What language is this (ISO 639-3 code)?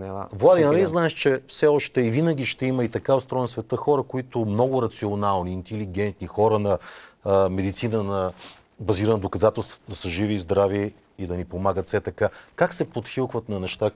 bul